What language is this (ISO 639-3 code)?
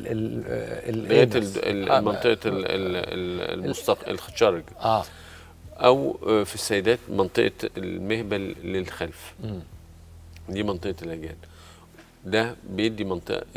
arz